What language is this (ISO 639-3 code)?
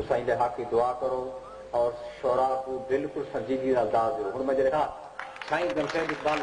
skr